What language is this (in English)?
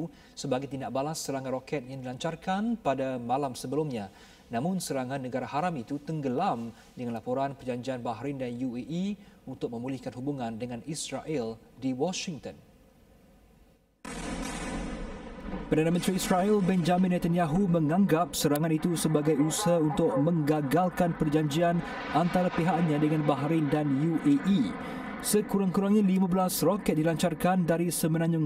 Malay